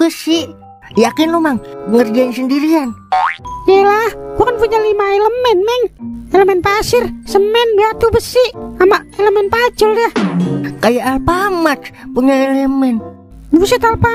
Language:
Betawi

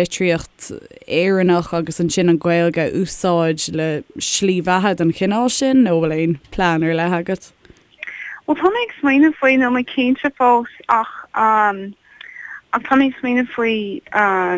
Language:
Irish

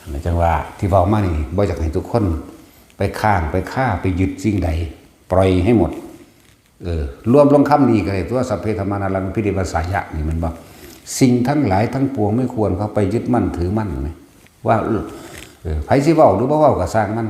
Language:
Northeastern Thai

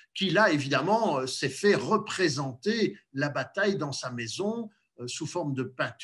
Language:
French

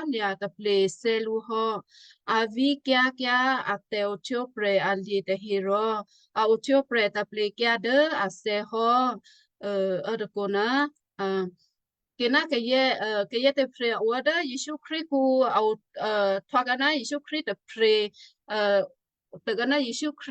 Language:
Western Kayah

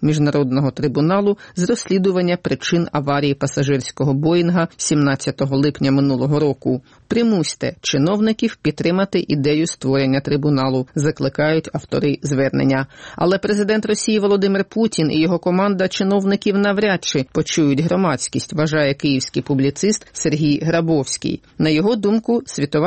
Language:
Ukrainian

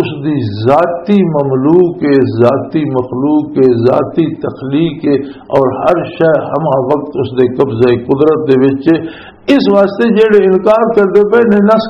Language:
Western Panjabi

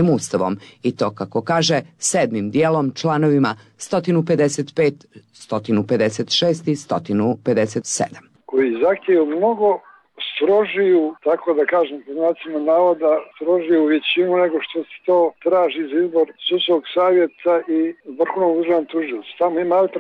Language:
Serbian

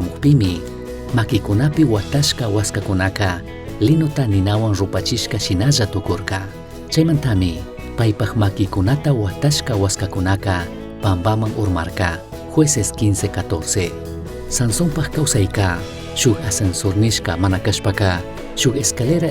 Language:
Chimborazo Highland Quichua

